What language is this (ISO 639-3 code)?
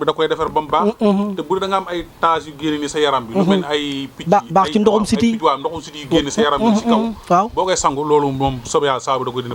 wol